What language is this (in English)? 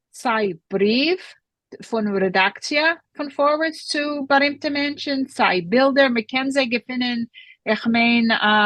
Yiddish